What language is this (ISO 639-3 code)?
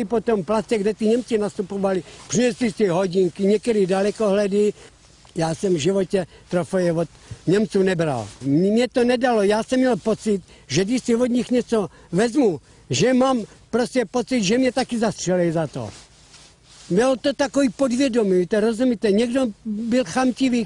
ces